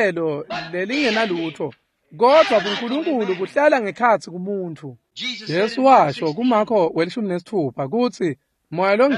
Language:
Swati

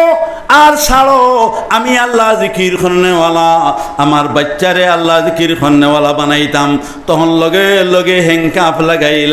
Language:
Sylheti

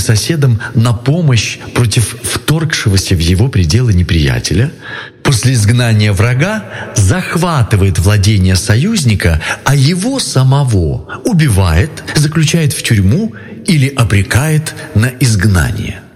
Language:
Russian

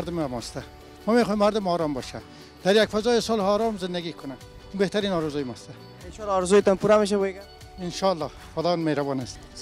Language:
Persian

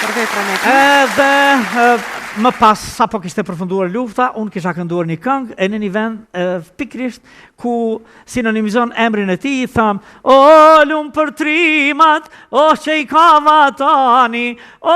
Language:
Albanian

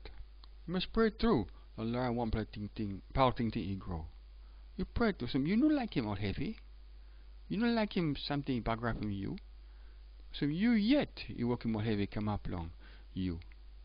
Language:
Tok Pisin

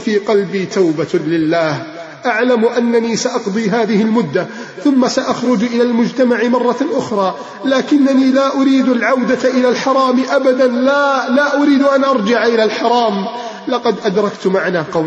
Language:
Arabic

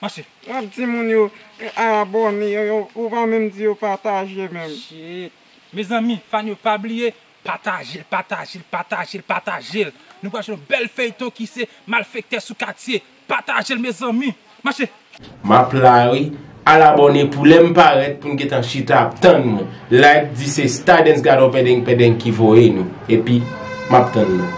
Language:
Haitian Creole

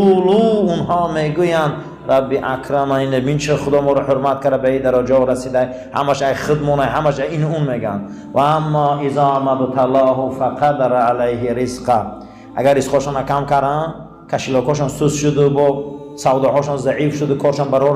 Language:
Tajik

